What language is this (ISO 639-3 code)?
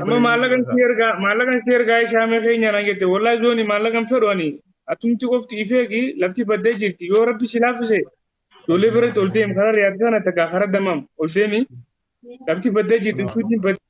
orm